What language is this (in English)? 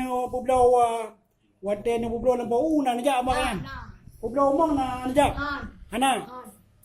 Achinese